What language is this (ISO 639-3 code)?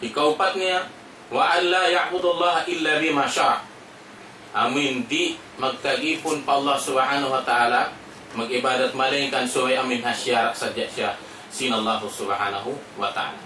tsg